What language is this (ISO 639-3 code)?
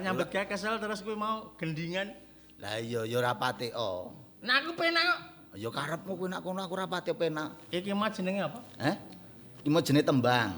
jav